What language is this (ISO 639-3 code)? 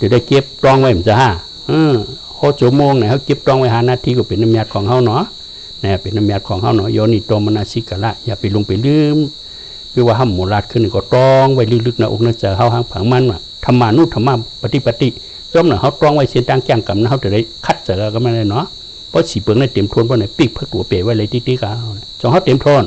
shn